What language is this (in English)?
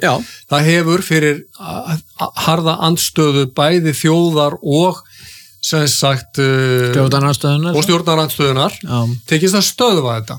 Icelandic